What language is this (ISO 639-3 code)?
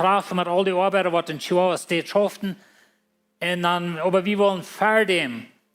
pdt